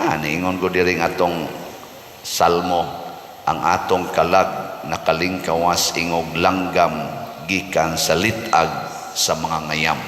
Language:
Cebuano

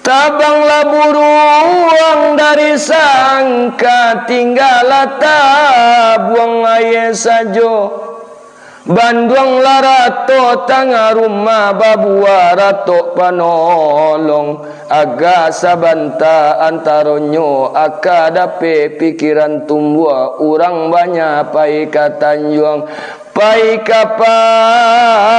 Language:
Minangkabau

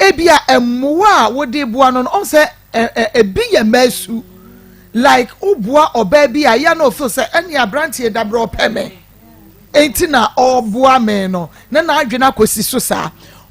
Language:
Akan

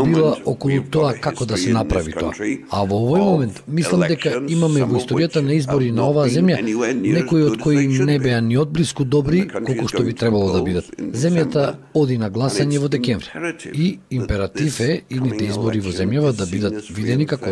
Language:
Macedonian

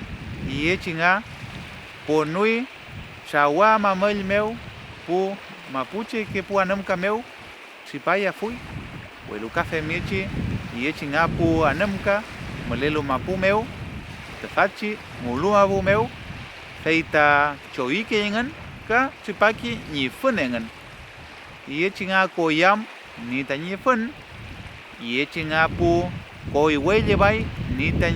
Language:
Mapuche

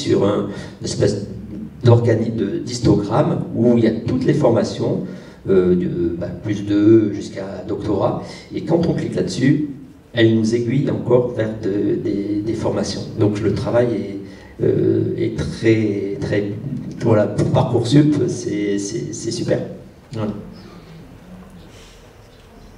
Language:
French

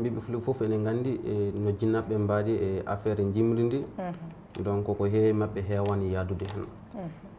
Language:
Fula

